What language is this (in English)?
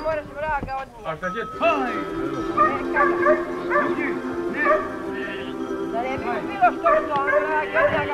Croatian